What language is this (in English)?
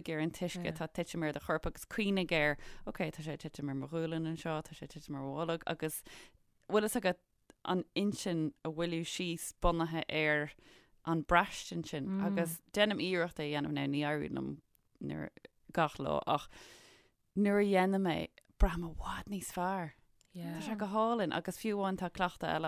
Irish